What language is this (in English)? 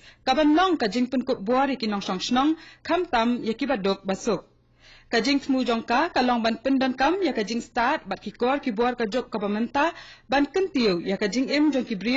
Khasi